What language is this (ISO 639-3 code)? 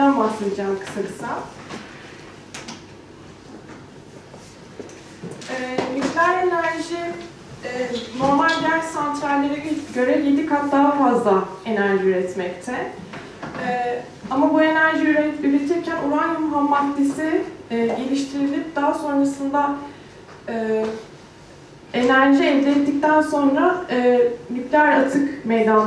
tur